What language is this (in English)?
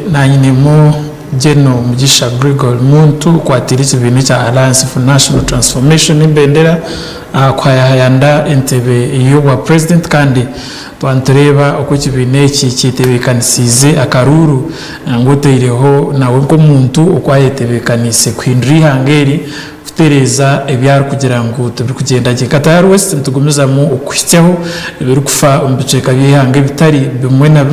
Nyankole